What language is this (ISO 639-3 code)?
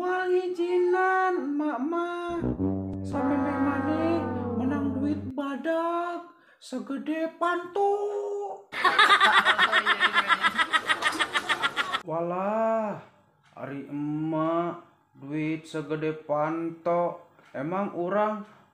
sun